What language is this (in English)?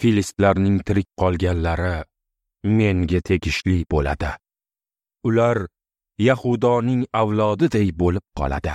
Uzbek